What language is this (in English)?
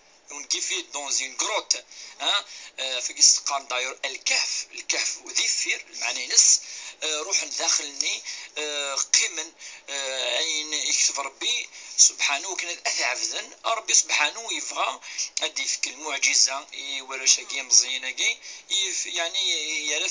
Kabyle